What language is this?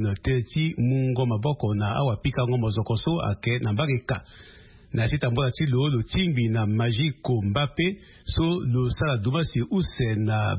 Sango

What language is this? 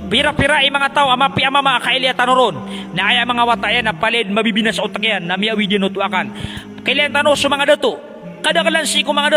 Maranao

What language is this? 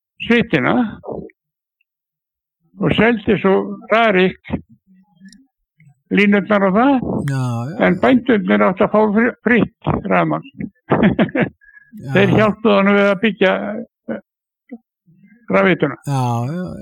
Icelandic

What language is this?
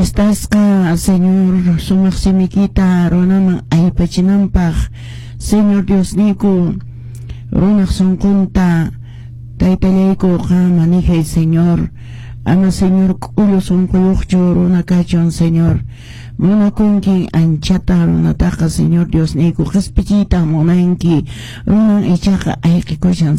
Quechua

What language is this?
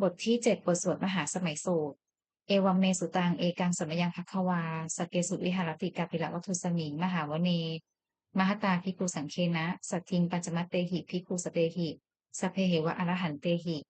Pali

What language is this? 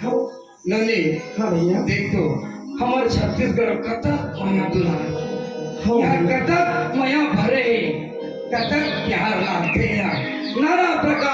Chhattisgarhi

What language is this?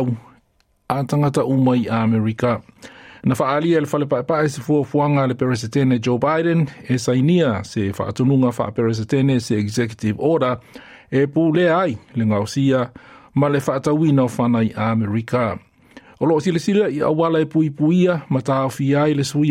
Samoan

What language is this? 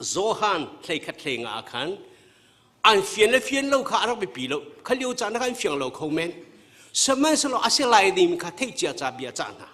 Hakha Chin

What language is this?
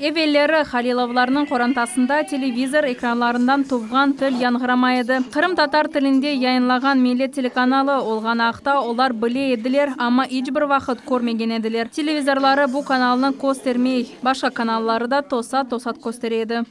Crimean Tatar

